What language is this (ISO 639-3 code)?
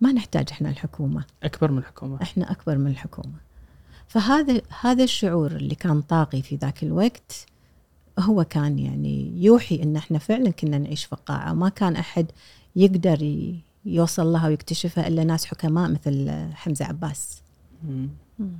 afb